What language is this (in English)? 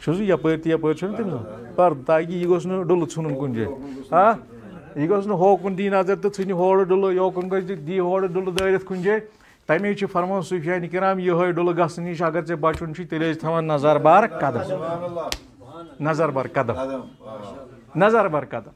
Kashmiri